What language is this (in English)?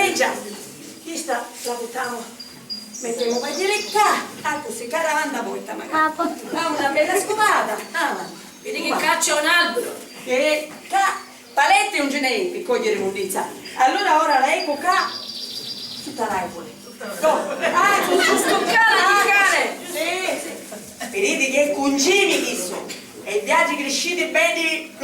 Sicilian